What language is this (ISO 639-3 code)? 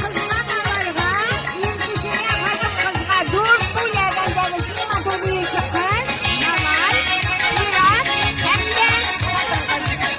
tat